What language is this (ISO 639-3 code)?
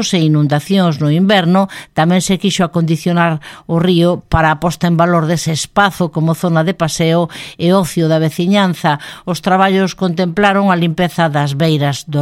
glg